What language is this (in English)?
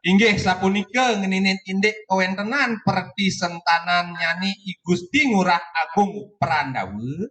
Balinese